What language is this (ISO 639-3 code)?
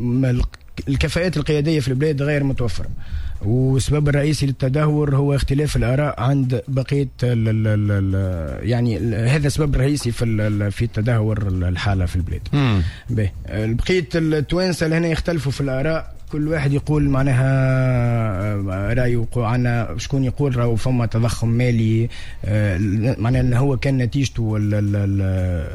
aeb